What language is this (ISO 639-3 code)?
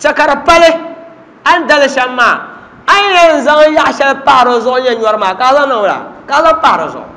dag